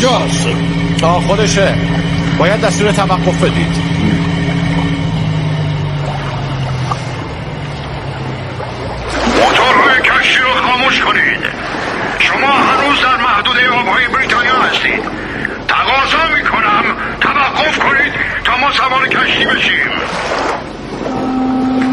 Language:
Persian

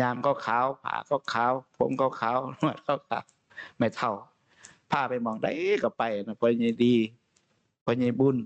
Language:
Northeastern Thai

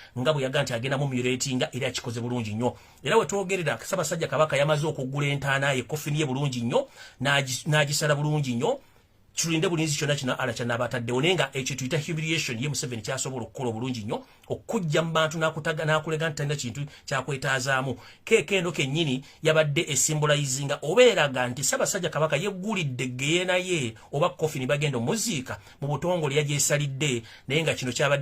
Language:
Ganda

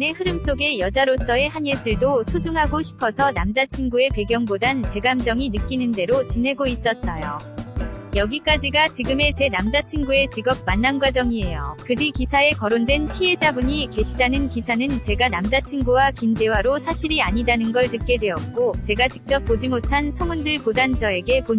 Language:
Korean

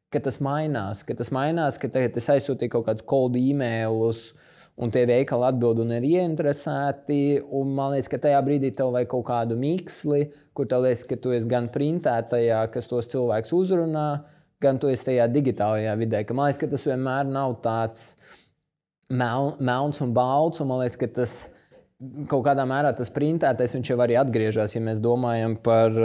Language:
Latvian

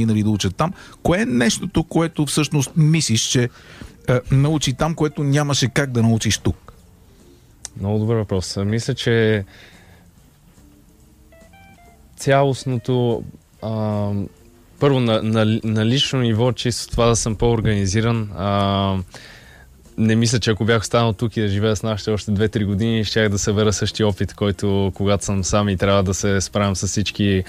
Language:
Bulgarian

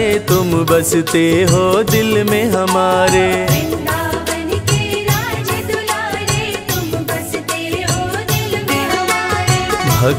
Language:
Hindi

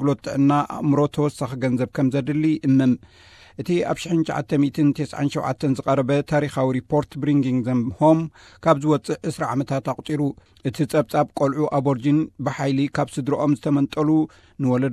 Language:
Tigrinya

